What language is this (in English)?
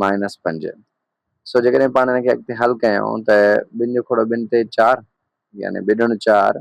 Sindhi